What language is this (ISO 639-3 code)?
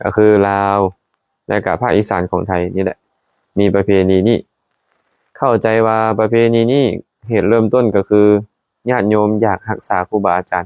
lao